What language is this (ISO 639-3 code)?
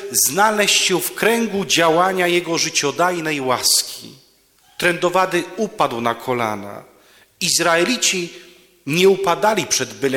pol